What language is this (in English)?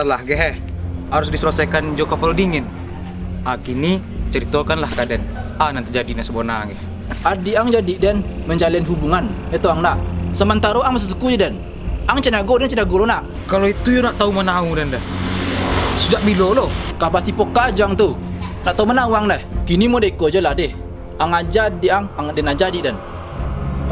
Minangkabau